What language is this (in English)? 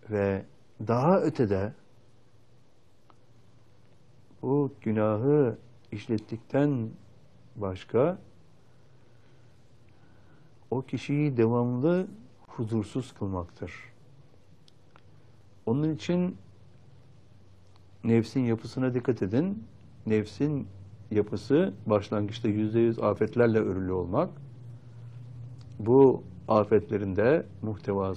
Turkish